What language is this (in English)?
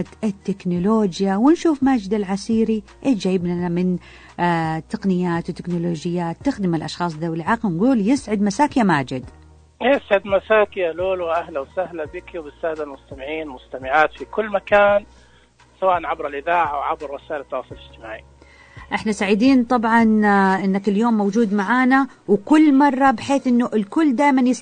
Najdi Arabic